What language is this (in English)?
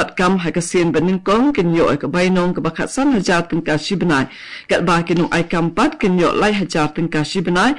Khasi